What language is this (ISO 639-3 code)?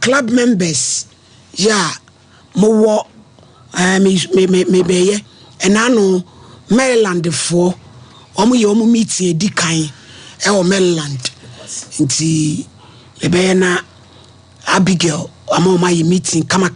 aka